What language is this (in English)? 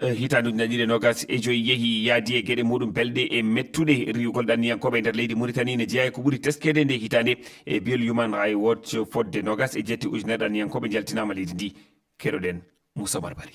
Fula